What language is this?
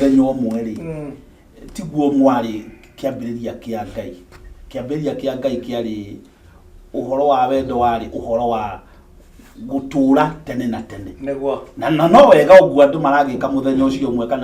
Kikuyu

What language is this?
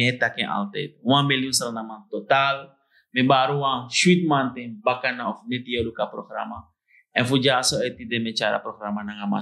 Sranan Tongo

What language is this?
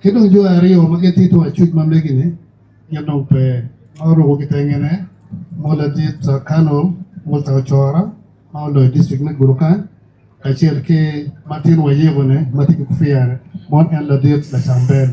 Acoli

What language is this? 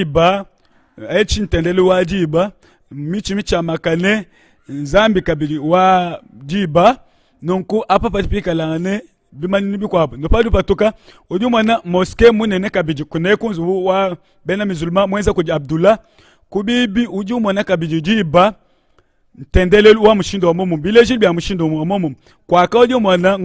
Luba-Lulua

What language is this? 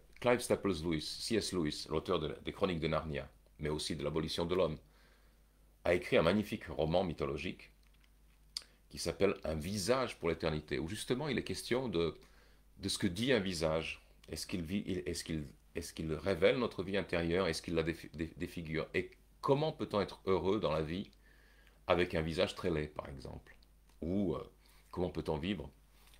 French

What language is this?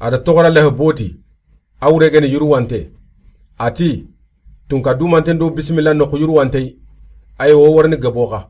Soninke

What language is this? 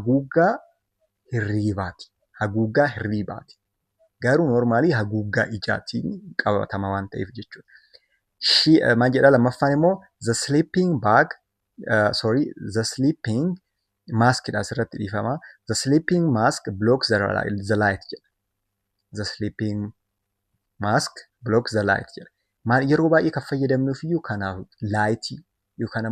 Oromo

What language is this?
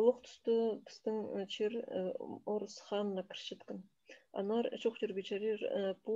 Khakas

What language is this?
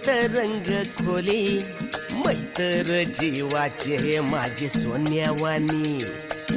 Marathi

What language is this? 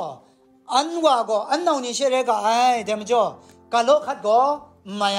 Kachin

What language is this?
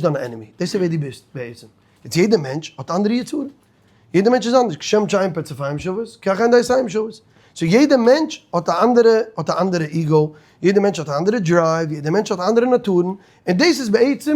Yiddish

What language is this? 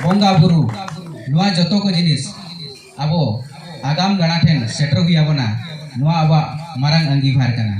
Santali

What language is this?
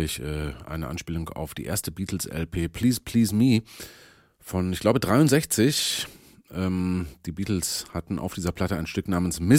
German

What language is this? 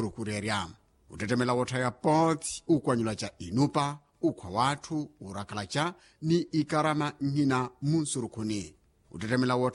Makhuwa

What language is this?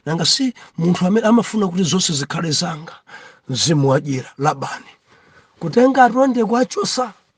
Nyanja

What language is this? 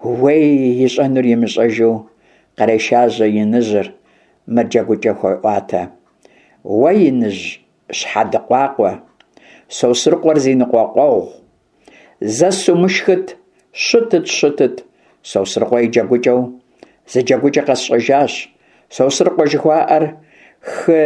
Kabardian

